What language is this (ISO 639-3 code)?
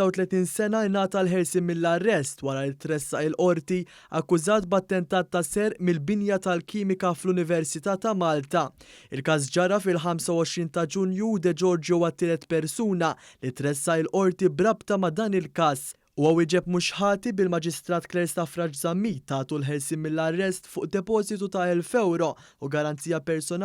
mlt